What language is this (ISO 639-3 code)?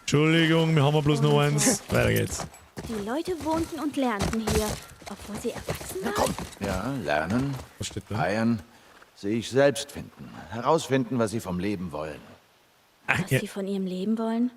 bar